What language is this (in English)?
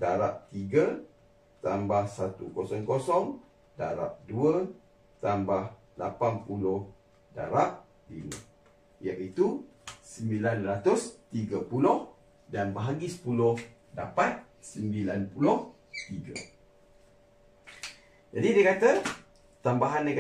Malay